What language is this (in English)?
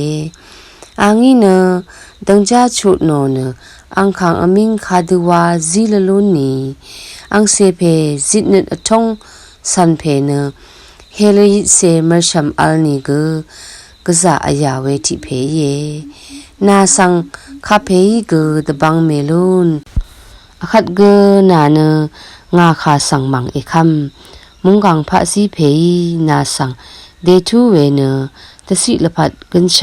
Rawang